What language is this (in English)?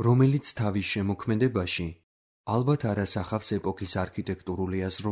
Georgian